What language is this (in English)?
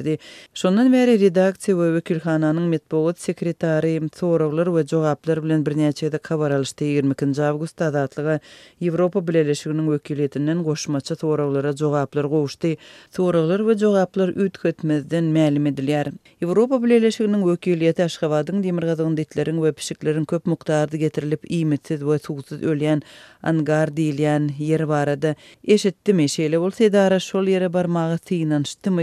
Turkmen